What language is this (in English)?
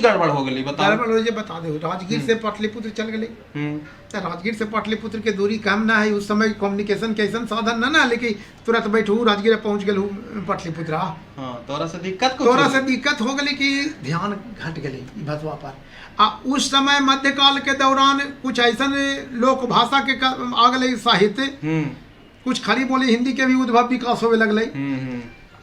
Magahi